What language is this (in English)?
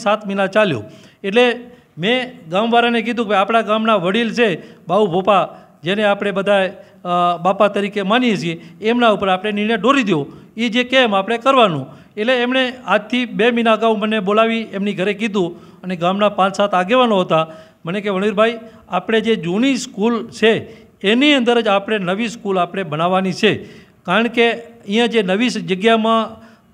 Gujarati